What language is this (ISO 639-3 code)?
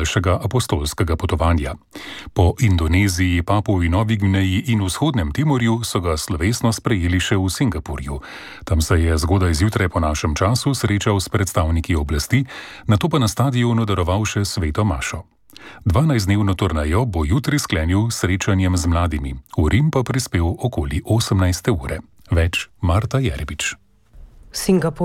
slv